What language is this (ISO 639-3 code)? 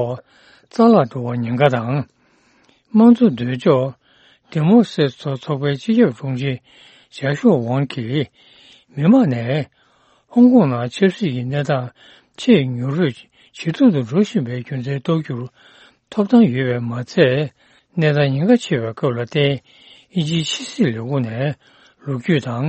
bod